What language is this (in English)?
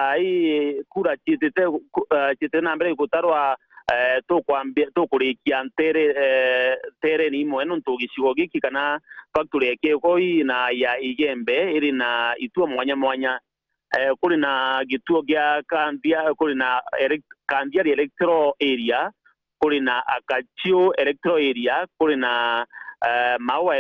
Meru